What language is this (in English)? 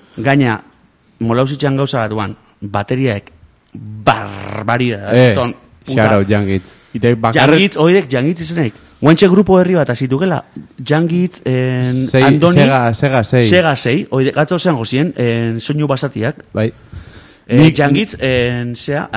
Basque